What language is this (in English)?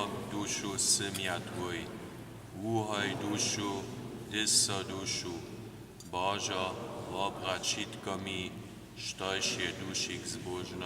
Upper Sorbian